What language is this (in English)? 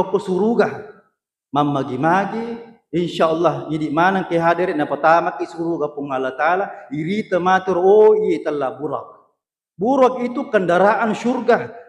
Buginese